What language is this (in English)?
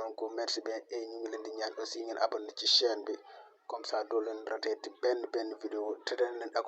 Wolof